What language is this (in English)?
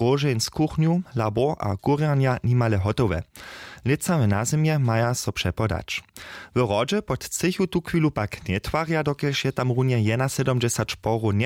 Upper Sorbian